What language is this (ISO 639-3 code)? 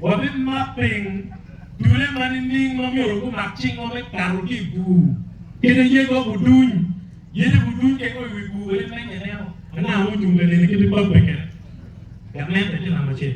ach